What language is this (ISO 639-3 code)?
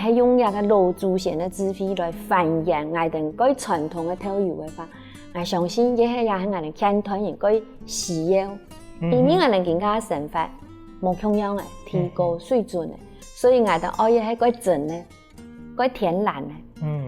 hak